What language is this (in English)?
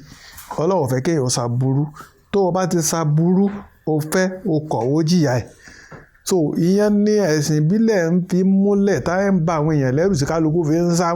Yoruba